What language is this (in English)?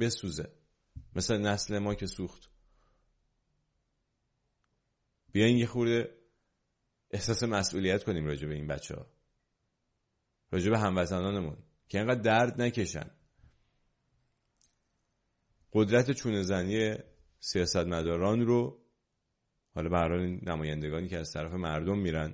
Persian